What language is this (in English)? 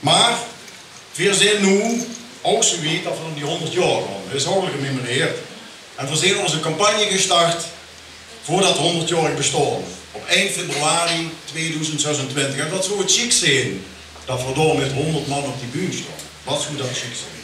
Limburgish